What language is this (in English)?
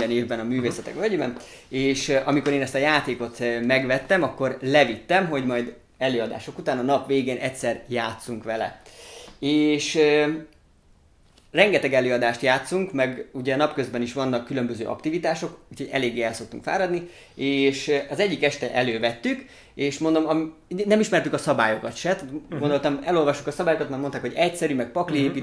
Hungarian